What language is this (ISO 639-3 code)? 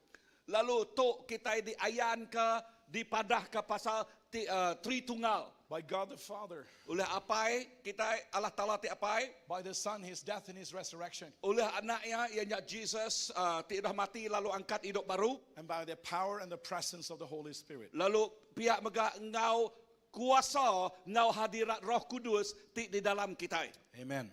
iba